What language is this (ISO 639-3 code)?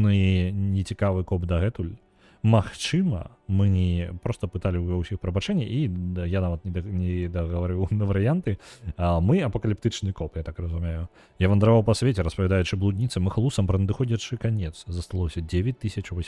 bel